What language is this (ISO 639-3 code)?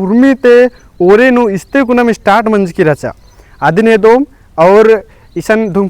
kru